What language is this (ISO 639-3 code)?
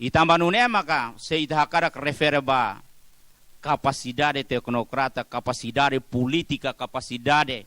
tet